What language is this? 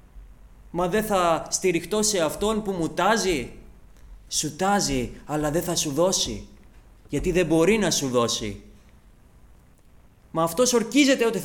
Greek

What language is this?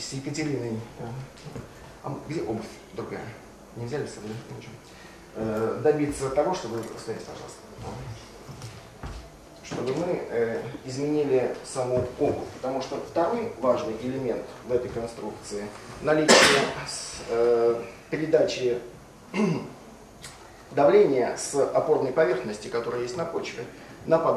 Russian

